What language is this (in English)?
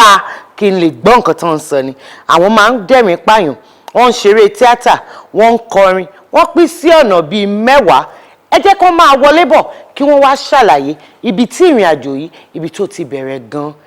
Yoruba